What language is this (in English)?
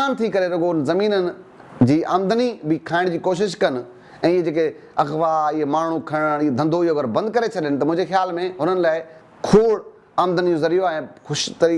Sindhi